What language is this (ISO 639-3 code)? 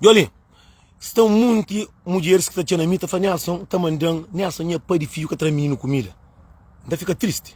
kea